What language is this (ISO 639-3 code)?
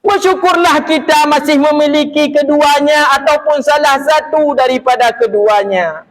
ace